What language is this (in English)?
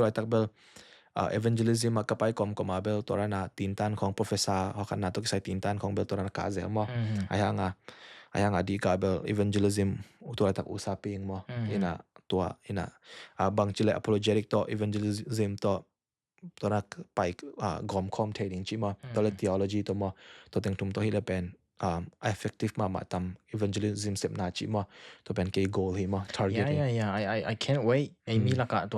Tedim Chin